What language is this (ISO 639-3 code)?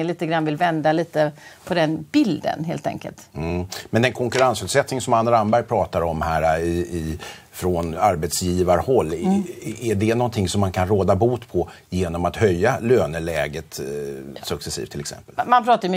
swe